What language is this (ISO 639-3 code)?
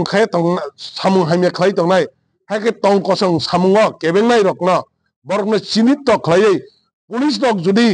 trp